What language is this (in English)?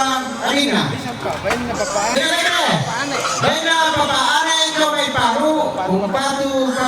Toraja-Sa'dan